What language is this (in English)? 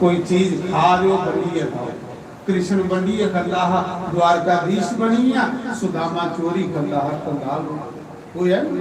Dogri